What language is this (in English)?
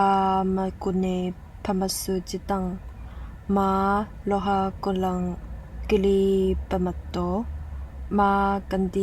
Pali